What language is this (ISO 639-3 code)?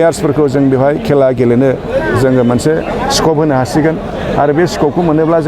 brx